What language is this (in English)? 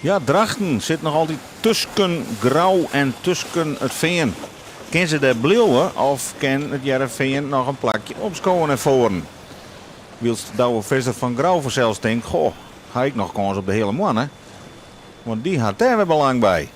Western Frisian